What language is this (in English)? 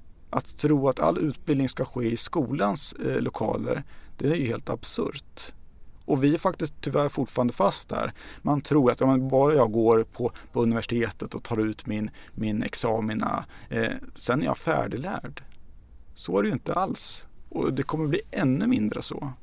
Swedish